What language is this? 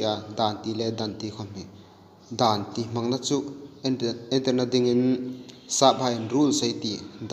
Hmar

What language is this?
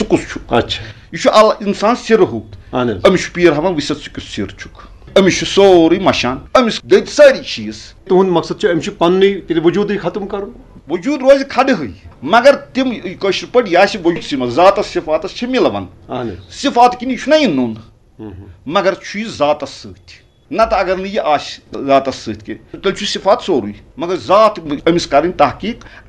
Kashmiri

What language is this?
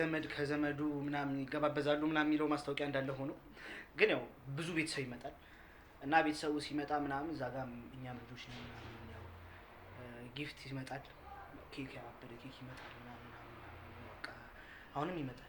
Amharic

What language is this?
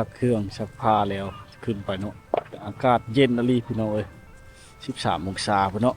Lao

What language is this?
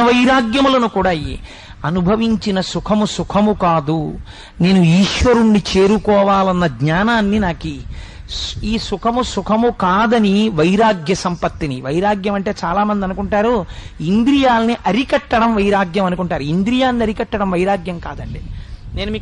Telugu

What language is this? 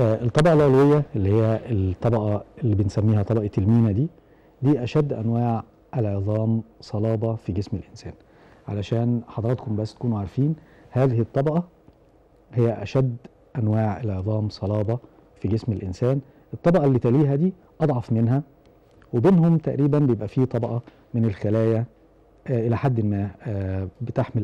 Egyptian Arabic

